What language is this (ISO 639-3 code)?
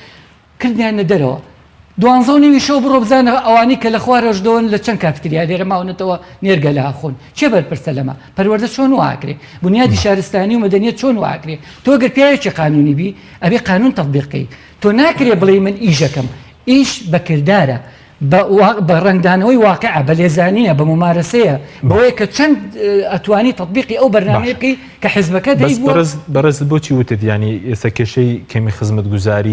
ckb